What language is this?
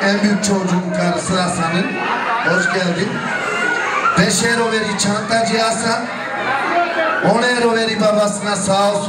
Turkish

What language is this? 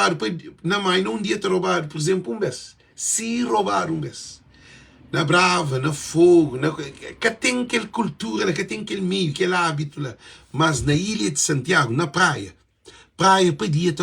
Kabuverdianu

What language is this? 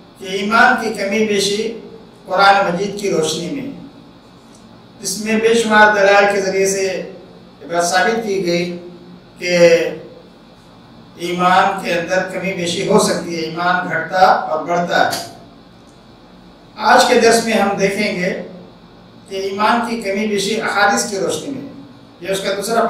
Urdu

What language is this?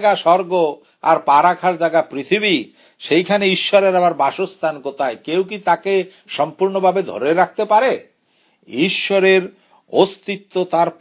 Bangla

